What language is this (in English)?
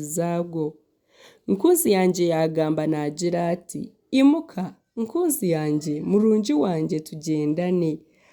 Nyankole